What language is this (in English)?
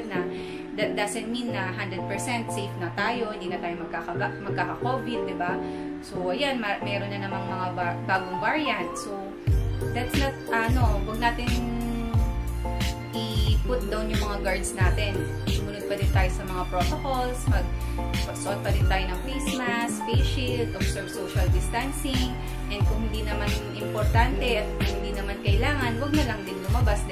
Filipino